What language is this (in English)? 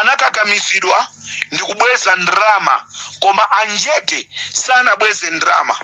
Nyanja